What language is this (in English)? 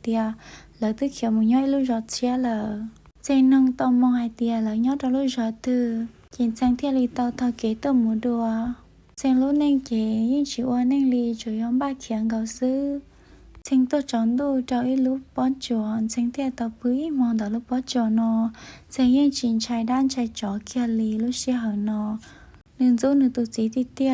Hmong